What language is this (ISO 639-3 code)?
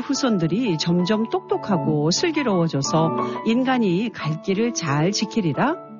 kor